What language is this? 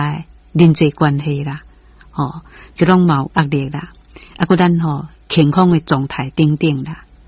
Min Nan Chinese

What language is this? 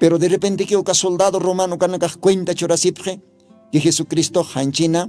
Aymara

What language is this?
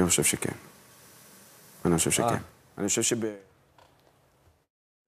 Hebrew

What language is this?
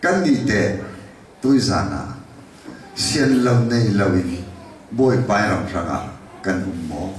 Falam Chin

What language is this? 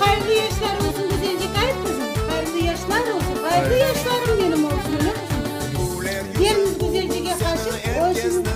Crimean Tatar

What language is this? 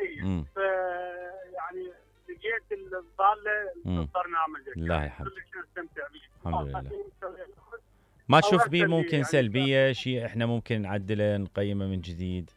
Mesopotamian Arabic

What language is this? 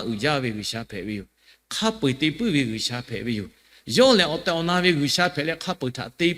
Lahu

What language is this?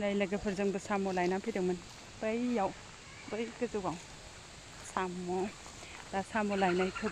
Bodo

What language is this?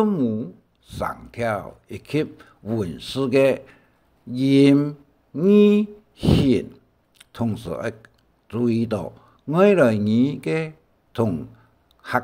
Hakka Chinese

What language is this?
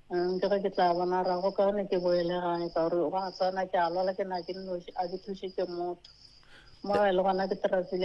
Northern Sotho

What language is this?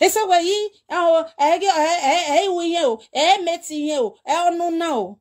Nigerian Pidgin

